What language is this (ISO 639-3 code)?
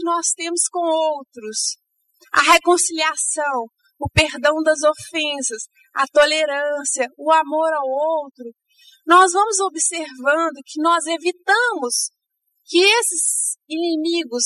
por